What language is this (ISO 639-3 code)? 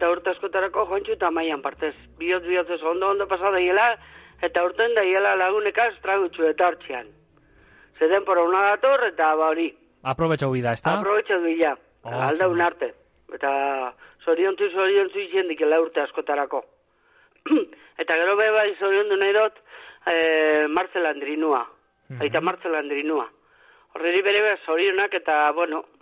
eus